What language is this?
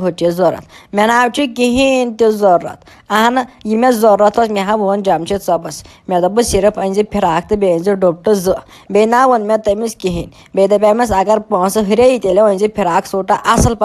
Kashmiri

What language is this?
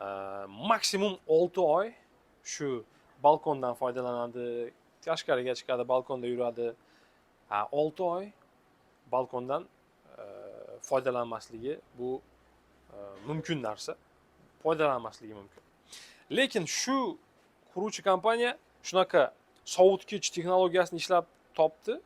Uzbek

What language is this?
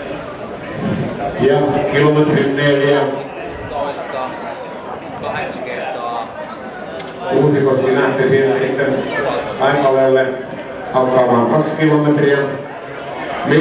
Finnish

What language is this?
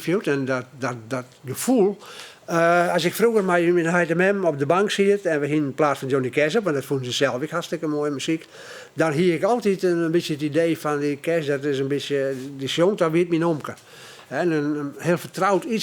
Western Frisian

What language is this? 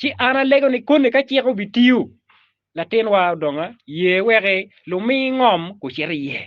Acoli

